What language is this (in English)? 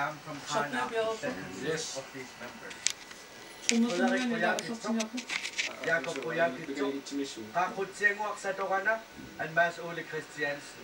Kalaallisut